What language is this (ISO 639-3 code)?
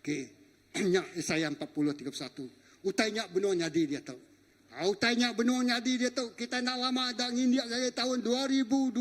iba